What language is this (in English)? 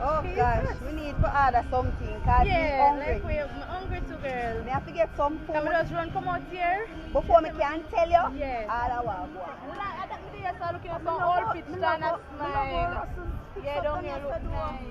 Jamaican Creole English